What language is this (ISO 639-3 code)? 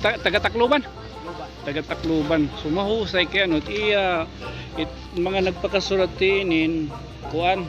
war